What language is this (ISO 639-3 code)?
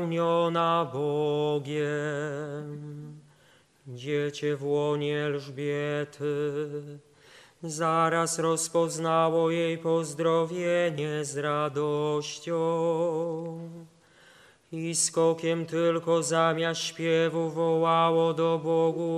pol